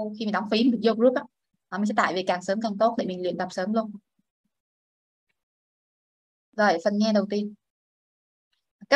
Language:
Vietnamese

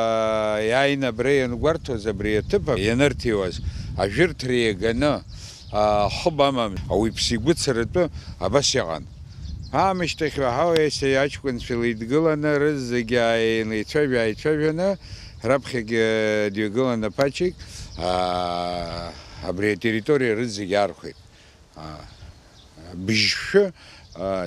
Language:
Abkhazian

